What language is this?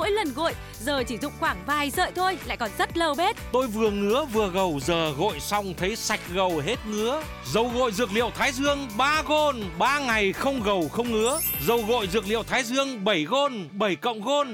Vietnamese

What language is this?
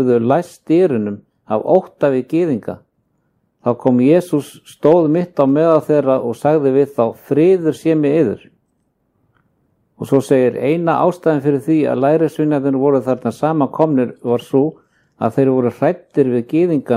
Icelandic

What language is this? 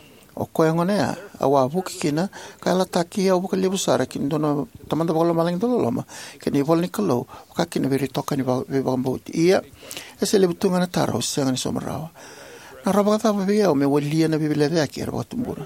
Fijian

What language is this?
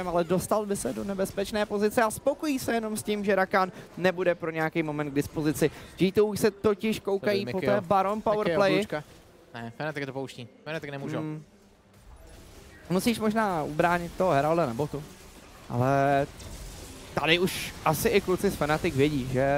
Czech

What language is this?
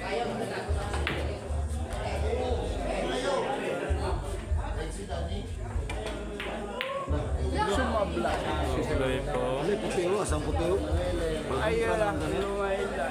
Filipino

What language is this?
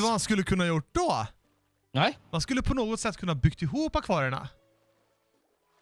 Swedish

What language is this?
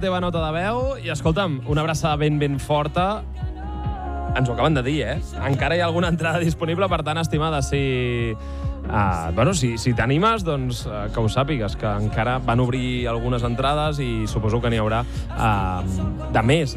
Catalan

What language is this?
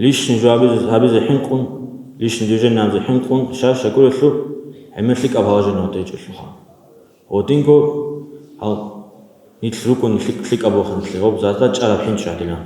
Avaric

